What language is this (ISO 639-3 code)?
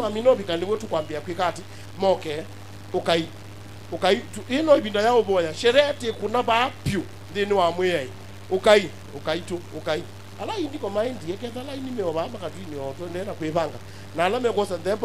kam